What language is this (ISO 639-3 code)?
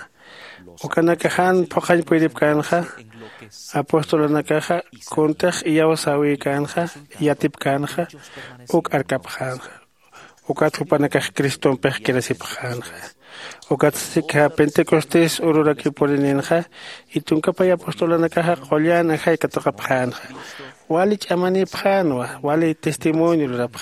aym